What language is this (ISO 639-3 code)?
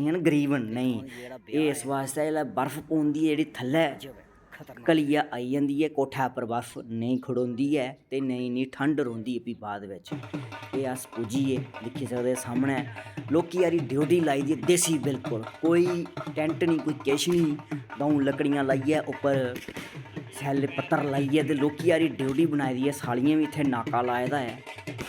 doi